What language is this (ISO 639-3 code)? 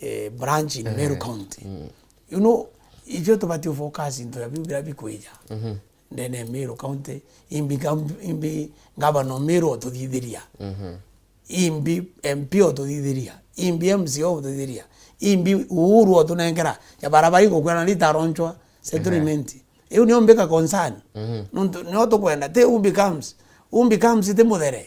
mer